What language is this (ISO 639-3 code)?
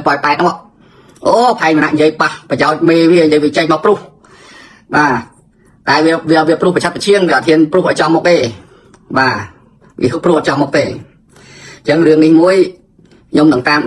khm